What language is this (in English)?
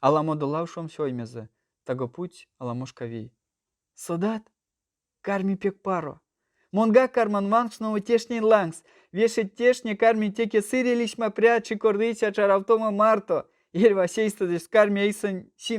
Erzya